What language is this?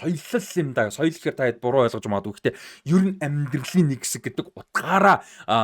Mongolian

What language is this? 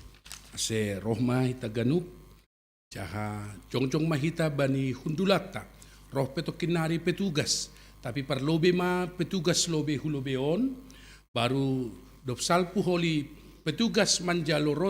Batak Simalungun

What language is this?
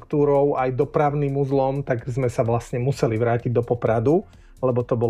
Slovak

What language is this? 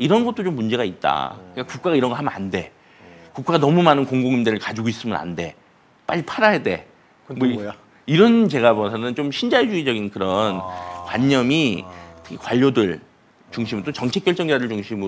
Korean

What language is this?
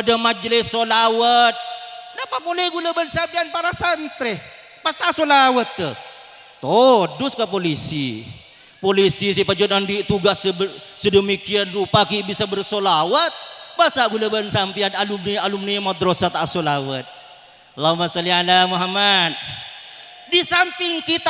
Madurese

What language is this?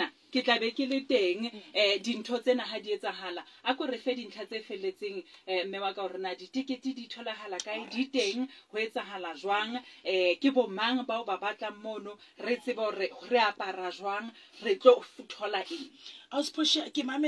Southern Sotho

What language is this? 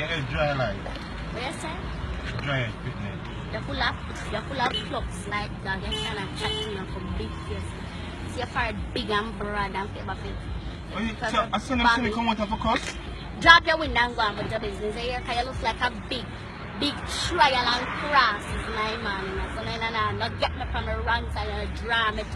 Jamaican Creole English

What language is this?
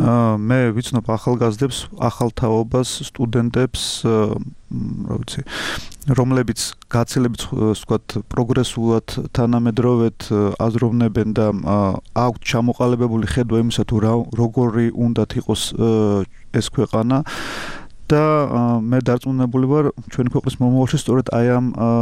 Georgian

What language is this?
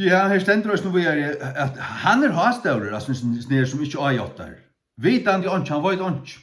Faroese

